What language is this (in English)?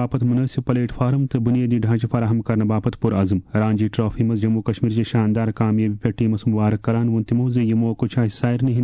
Kashmiri